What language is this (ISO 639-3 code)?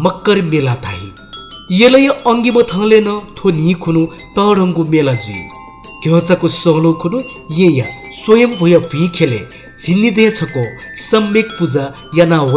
new